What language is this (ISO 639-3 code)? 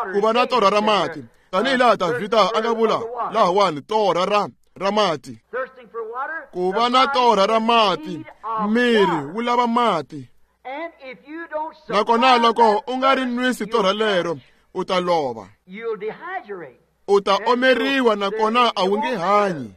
tso